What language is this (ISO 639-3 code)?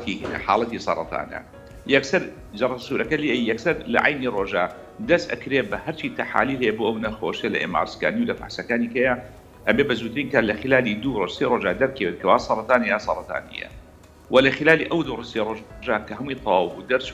ckb